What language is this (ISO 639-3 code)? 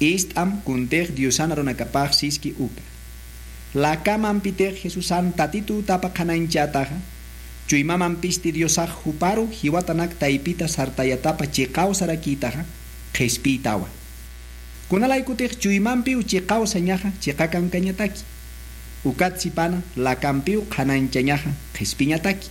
aym